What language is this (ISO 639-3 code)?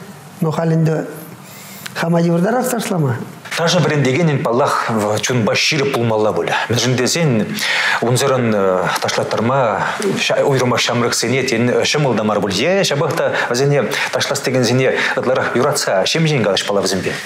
chv